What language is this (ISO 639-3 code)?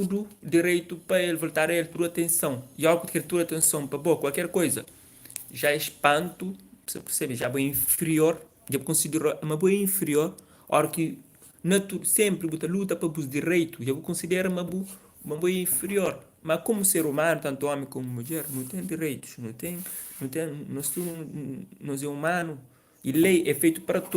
kea